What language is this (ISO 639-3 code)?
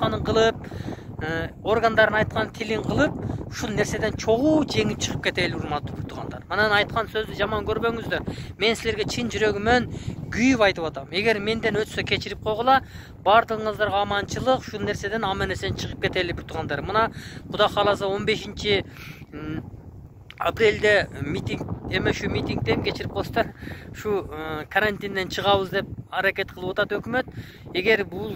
kir